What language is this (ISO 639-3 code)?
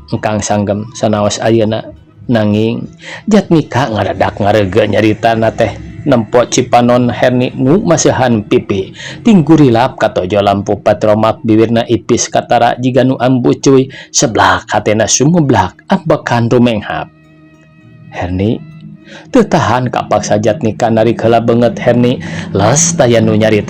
sun